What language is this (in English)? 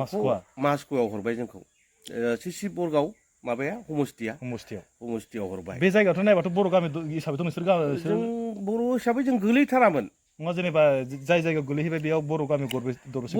Bodo